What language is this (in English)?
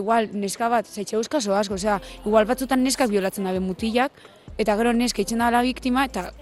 Basque